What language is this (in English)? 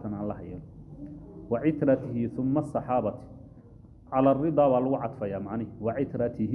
Somali